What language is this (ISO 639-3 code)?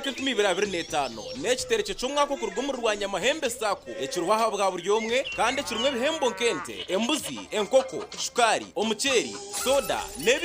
nyn